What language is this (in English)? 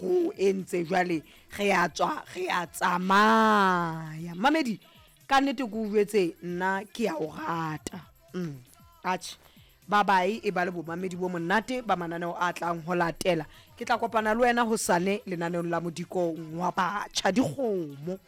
Southern Sotho